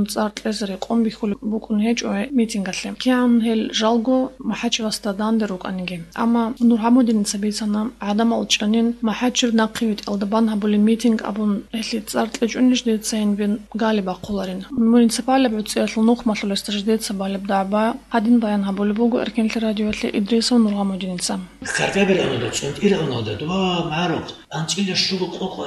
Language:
Avaric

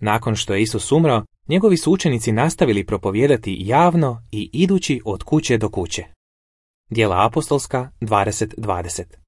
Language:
Croatian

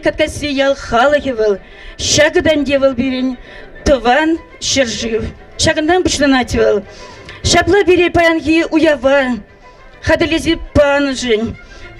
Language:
Chuvash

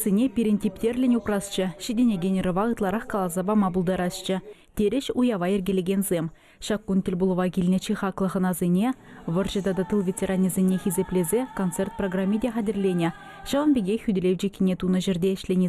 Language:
Chuvash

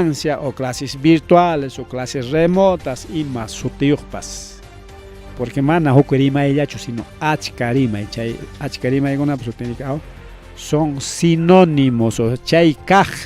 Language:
Ayacucho Quechua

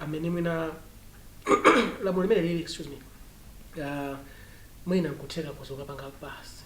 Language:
Nyanja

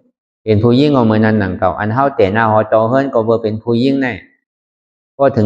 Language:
Shan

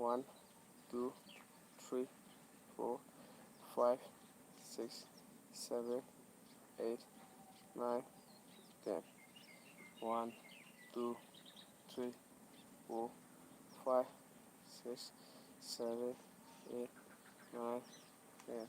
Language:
Manipuri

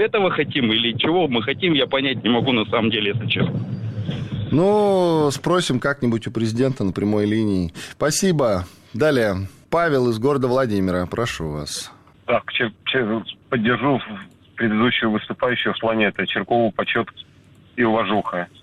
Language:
Russian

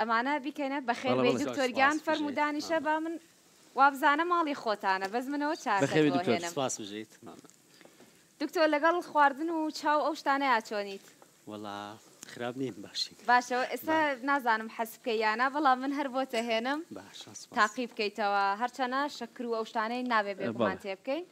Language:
Central Kurdish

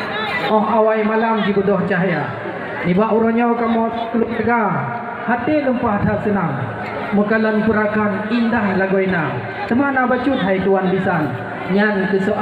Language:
Achinese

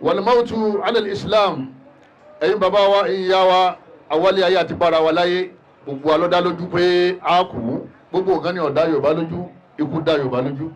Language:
Yoruba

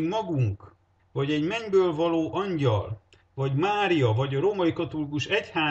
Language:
Hungarian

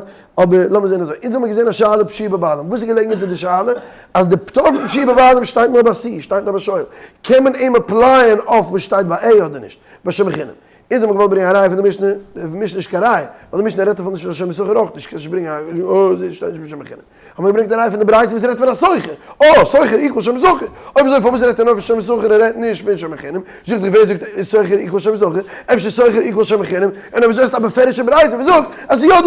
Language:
Yiddish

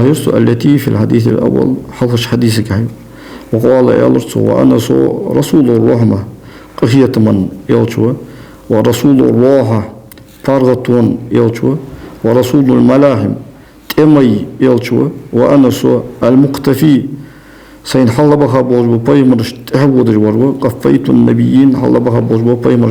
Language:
Ingush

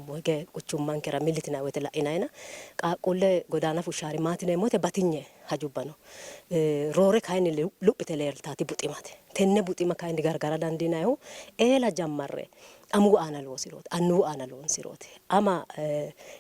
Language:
Sidamo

